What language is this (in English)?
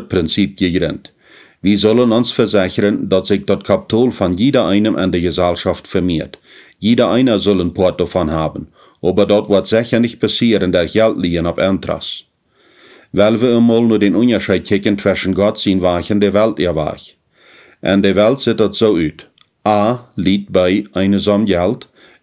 Plautdietsch